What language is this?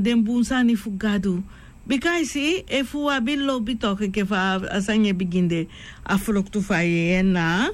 Sranan Tongo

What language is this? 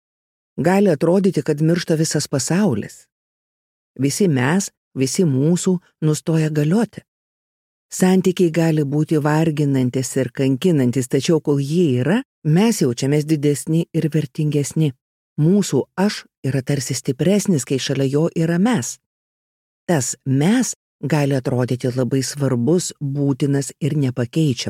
Lithuanian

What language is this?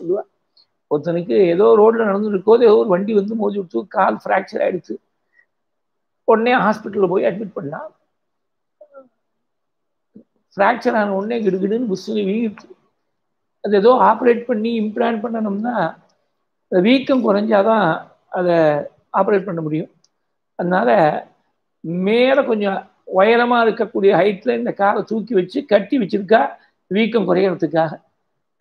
Tamil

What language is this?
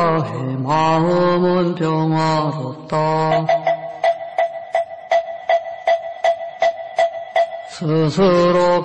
Korean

